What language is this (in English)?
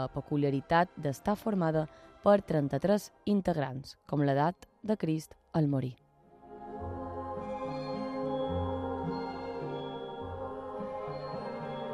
Catalan